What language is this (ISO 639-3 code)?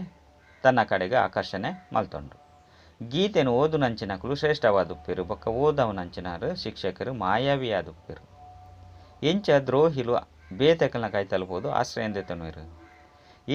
tcy